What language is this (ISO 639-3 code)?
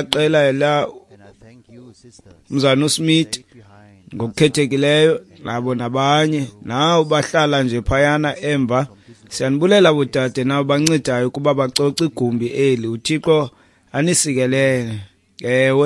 xho